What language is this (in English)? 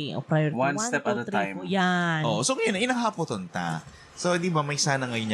Bikol